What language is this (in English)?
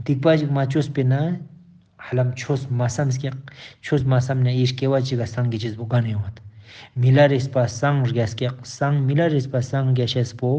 Ladakhi